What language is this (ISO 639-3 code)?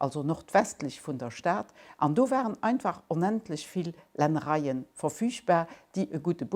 ltz